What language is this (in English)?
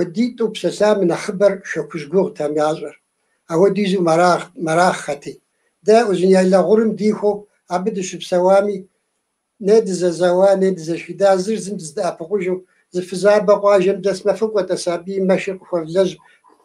Kabardian